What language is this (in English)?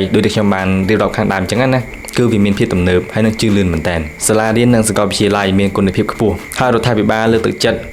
Khmer